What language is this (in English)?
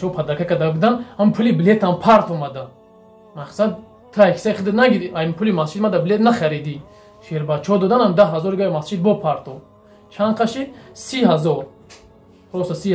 Tajik